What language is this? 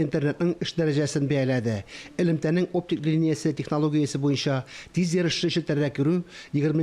Tatar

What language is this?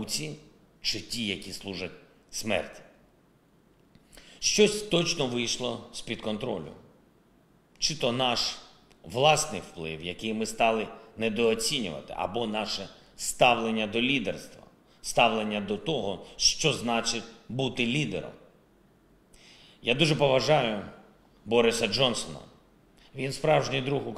Ukrainian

